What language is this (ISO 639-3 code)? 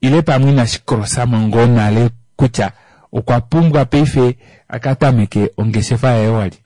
kua